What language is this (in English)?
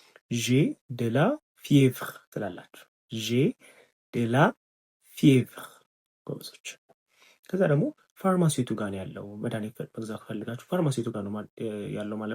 Amharic